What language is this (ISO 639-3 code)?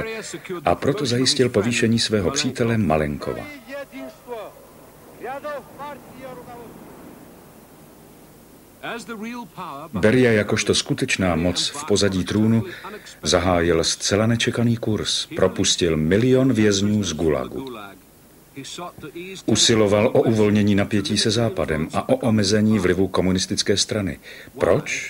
ces